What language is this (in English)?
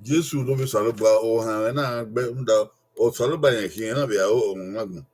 Bini